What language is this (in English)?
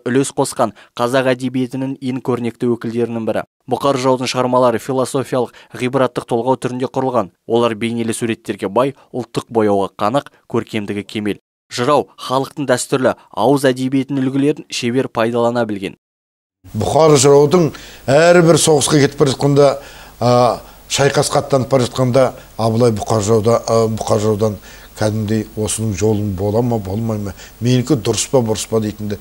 Kazakh